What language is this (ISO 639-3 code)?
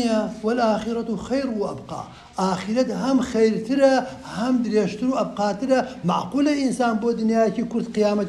ckb